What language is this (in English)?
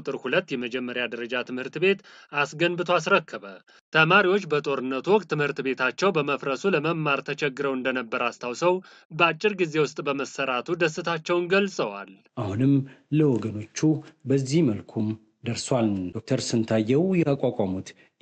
Amharic